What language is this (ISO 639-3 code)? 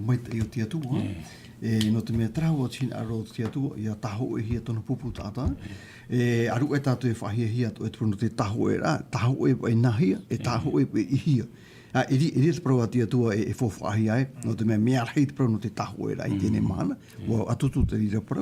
tah